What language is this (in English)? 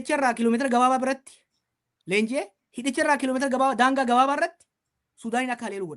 Oromo